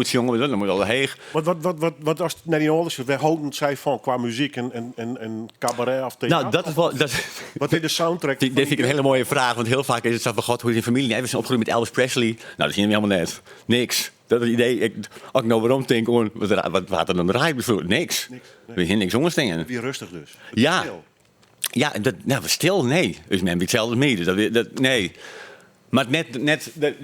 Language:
Western Frisian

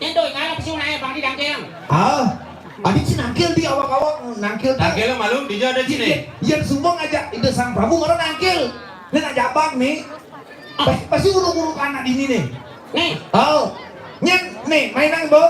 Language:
Balinese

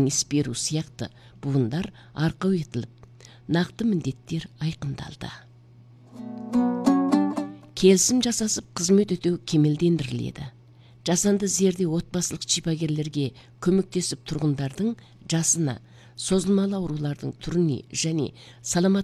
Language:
Kazakh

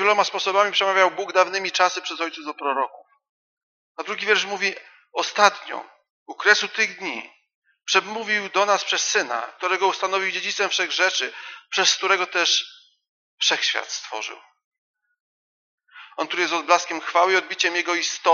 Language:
Polish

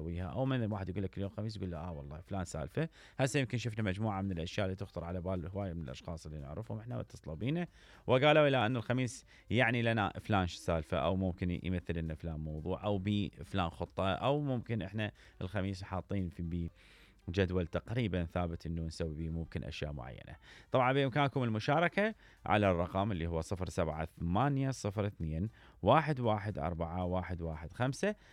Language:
Mesopotamian Arabic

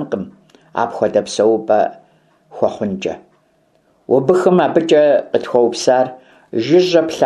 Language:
Kabardian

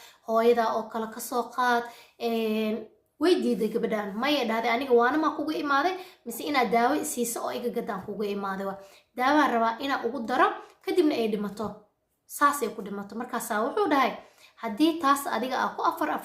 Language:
Somali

